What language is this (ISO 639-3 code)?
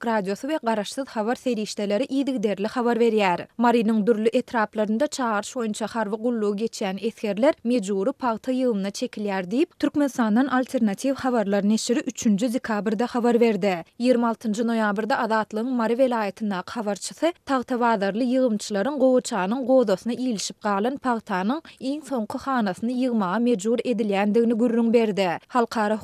tuk